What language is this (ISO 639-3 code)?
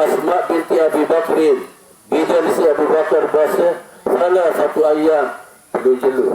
sas